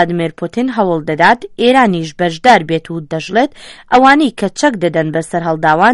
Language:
Central Kurdish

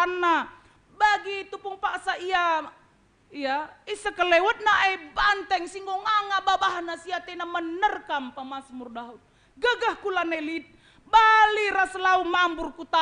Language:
Batak Karo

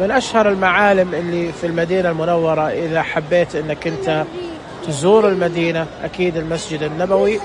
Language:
Najdi Arabic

